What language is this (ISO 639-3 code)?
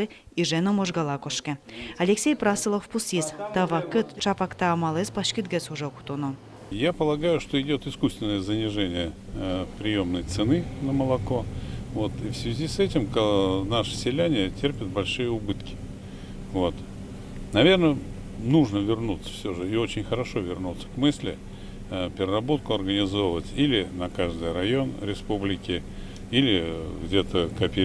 udm